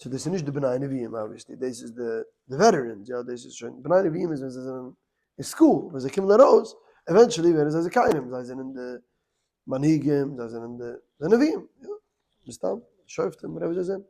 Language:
Yiddish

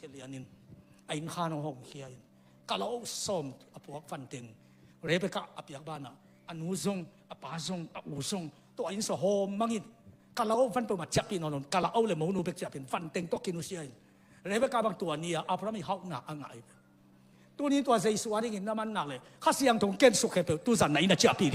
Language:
Tedim Chin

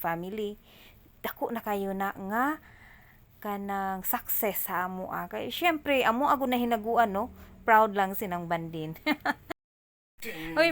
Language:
Cebuano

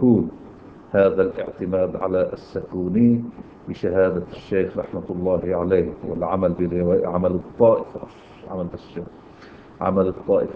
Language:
Arabic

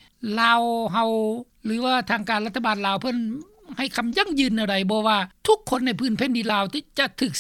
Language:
Lao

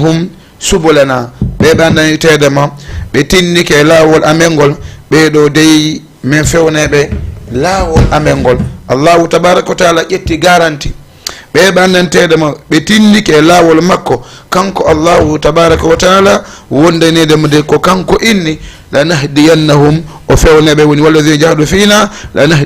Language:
Fula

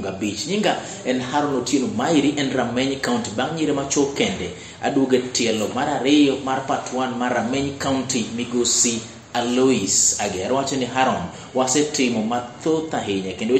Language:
Luo (Kenya and Tanzania)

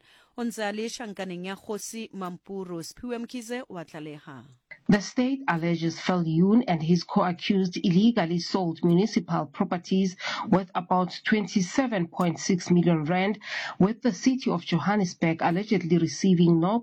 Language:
Southern Sotho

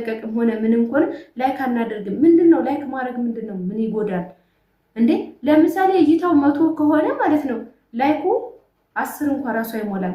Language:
Amharic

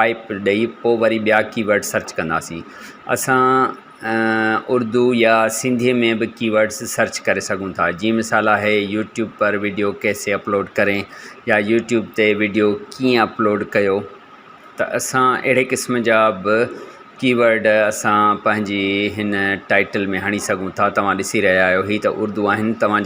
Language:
Sindhi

